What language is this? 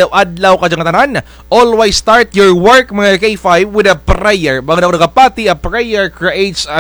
Kinaray-a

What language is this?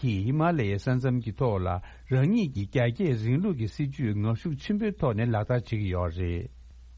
Tibetan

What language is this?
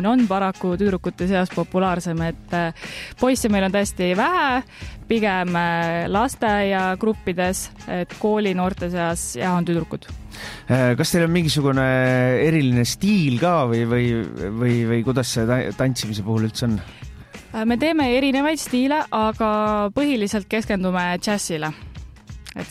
Estonian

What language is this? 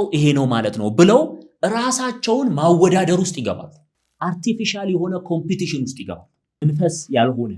Amharic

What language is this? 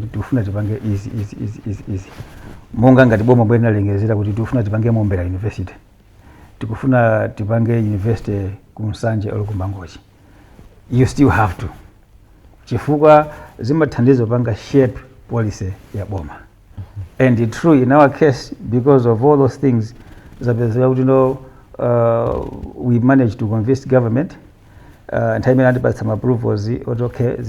Nyanja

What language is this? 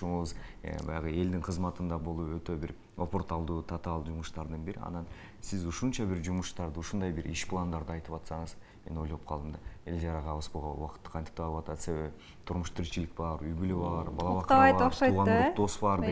Kyrgyz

